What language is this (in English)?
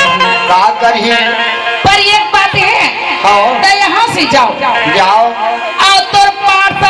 Chhattisgarhi